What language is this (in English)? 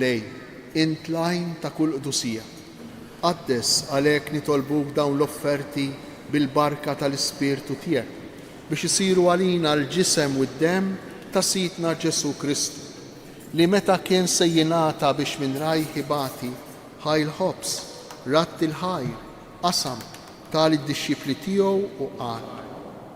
Maltese